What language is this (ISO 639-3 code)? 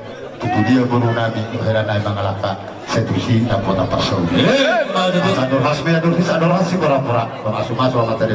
bbc